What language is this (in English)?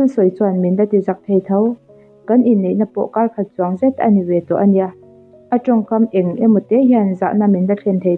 Mizo